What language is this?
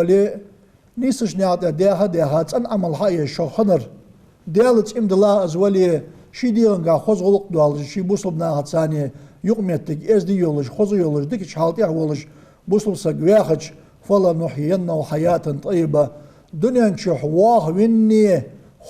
Ingush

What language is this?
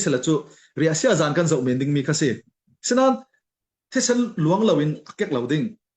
Falam Chin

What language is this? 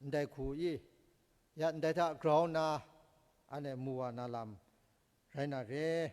Kachin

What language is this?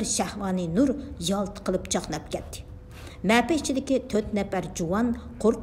Uyghur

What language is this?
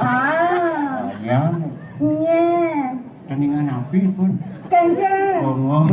Balinese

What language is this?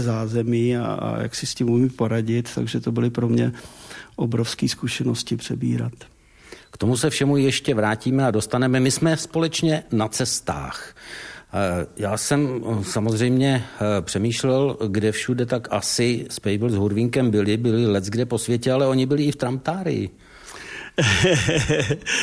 Czech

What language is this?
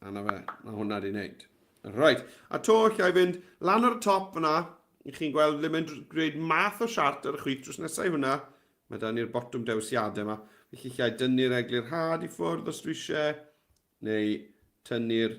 Welsh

